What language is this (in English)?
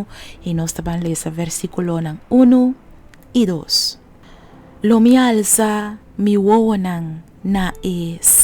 Papiamento